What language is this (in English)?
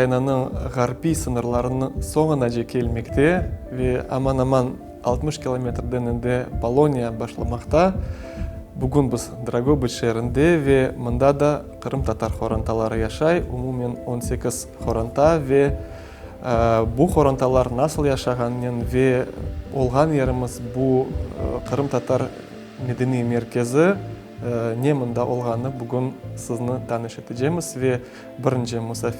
Crimean Tatar